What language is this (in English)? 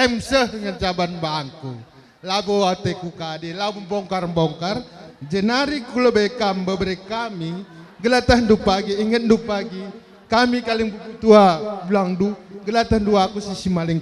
Batak Karo